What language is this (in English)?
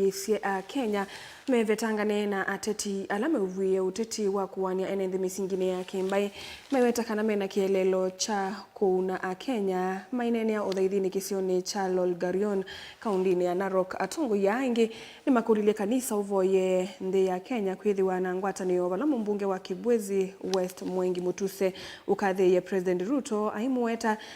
Kamba